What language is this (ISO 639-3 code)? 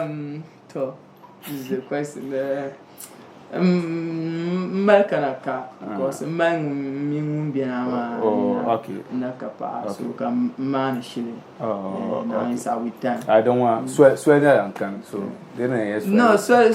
dag